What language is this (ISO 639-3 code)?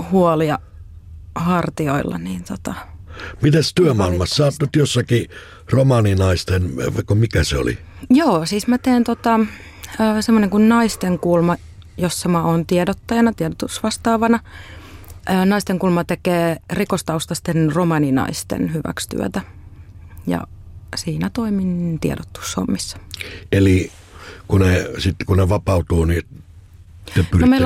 fin